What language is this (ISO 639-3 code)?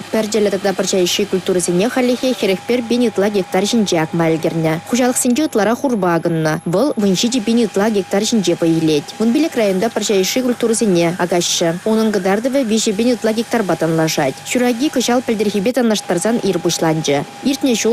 chv